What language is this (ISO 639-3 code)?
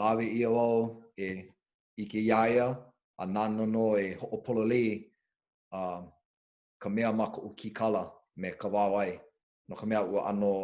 haw